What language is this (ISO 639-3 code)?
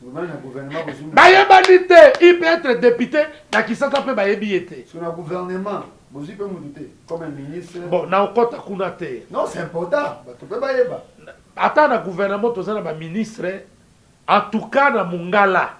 lin